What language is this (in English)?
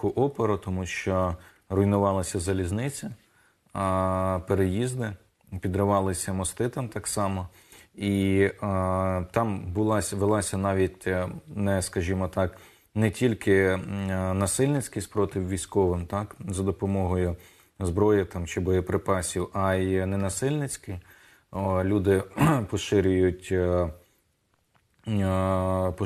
Ukrainian